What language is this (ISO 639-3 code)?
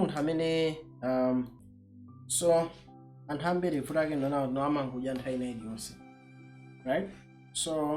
nya